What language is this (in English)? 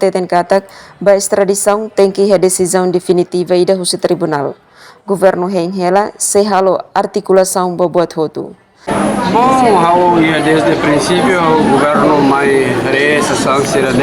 Tetum